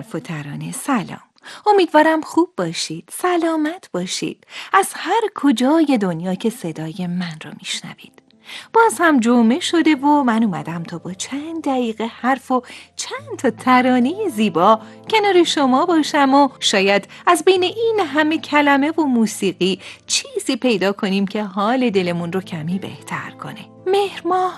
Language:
Persian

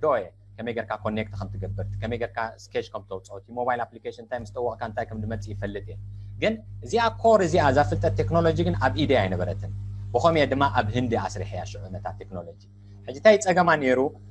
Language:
Tigrinya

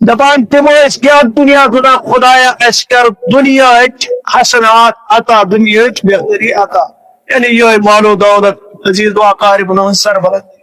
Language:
Kashmiri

